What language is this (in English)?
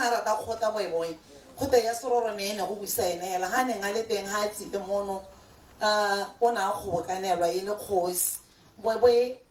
Tswana